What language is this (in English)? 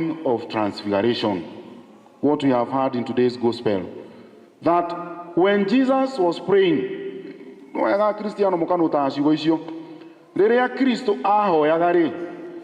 Kikuyu